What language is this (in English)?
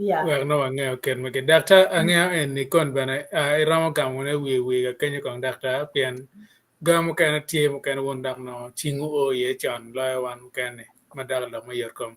Acoli